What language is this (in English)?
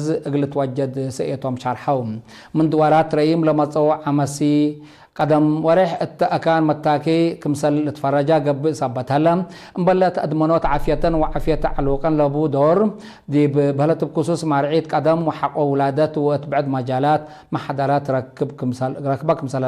Tigre